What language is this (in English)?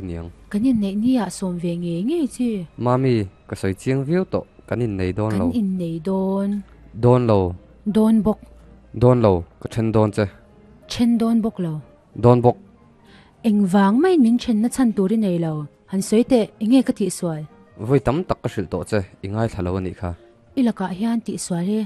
Mizo